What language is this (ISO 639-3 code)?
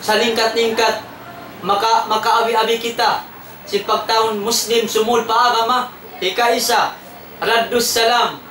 tsg